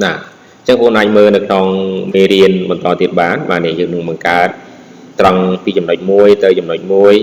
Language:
Khmer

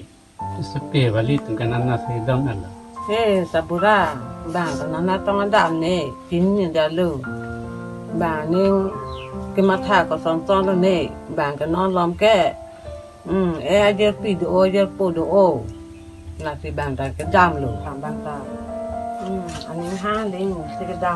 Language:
Karbi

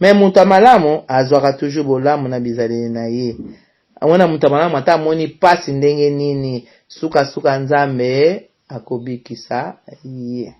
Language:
Lingala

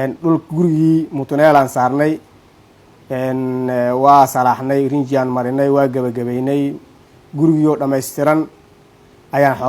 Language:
Somali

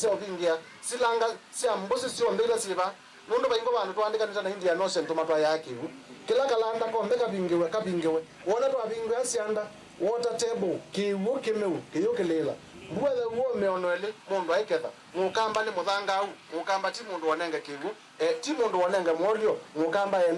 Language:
Kamba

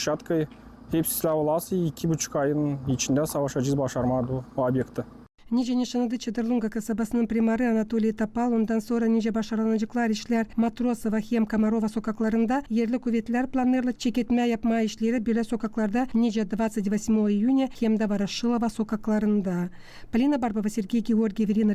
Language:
Gagauz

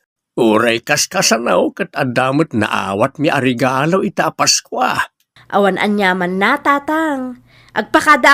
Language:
Iloko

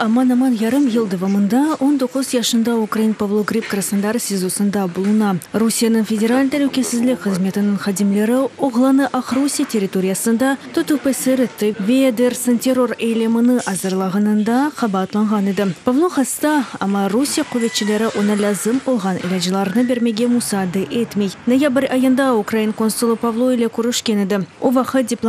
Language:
Crimean Tatar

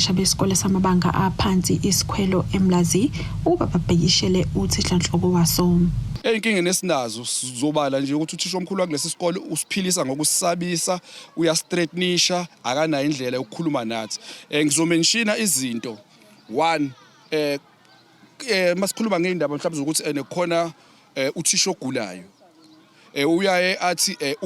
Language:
Zulu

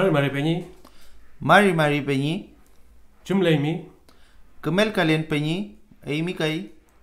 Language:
Mapuche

